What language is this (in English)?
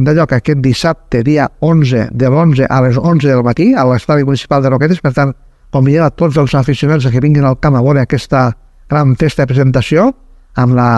Catalan